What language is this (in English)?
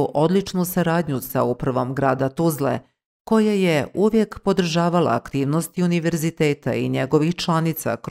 Bosnian